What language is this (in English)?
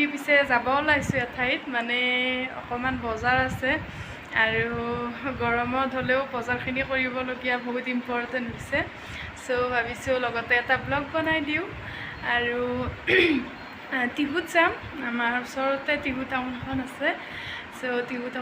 Assamese